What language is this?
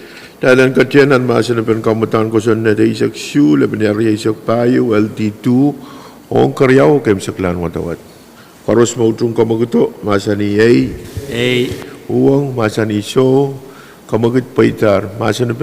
Pohnpeian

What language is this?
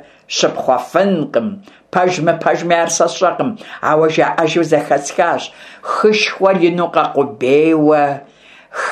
Kabardian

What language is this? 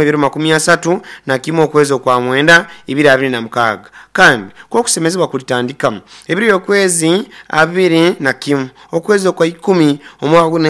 Nyoro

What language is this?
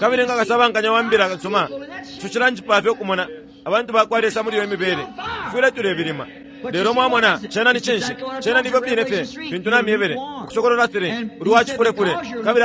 Bemba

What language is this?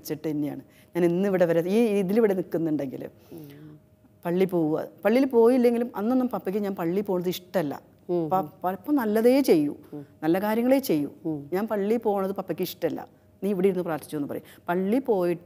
Malayalam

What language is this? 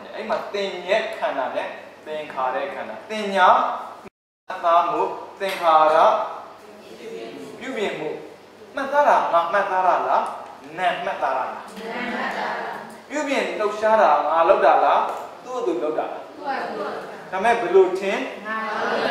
Burmese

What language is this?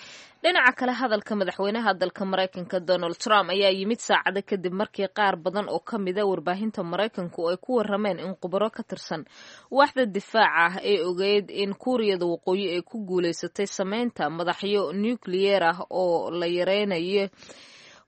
Somali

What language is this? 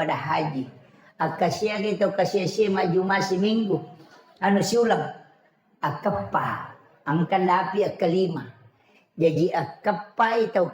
Buginese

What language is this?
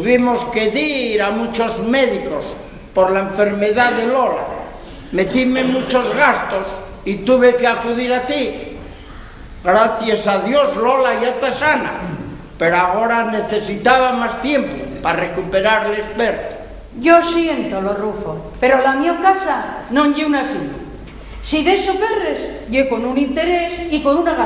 Asturian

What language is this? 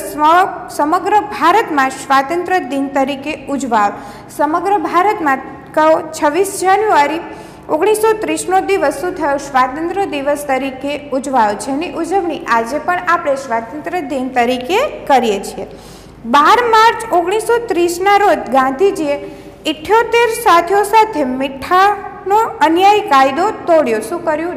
Gujarati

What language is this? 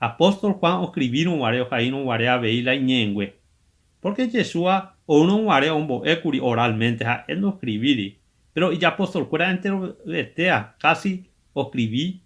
Guarani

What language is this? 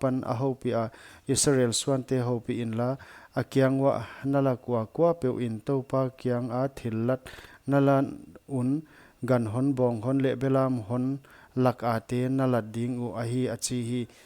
Paite Chin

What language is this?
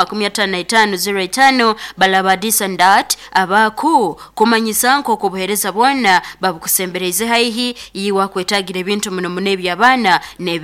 Nyoro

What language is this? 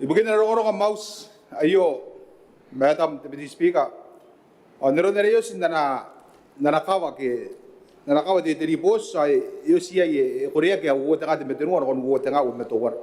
Gilbertese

